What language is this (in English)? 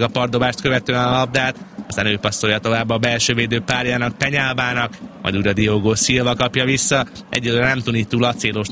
Hungarian